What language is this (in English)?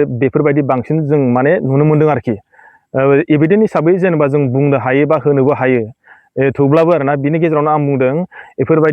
Bodo